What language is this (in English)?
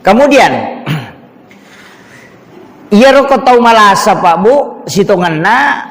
Buginese